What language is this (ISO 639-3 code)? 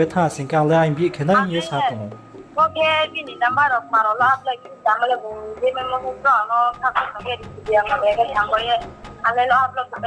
ria